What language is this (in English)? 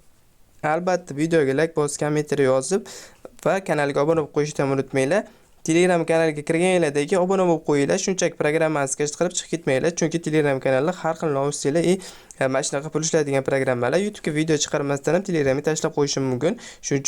Uzbek